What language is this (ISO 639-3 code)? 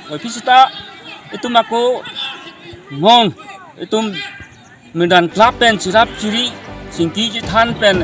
mjw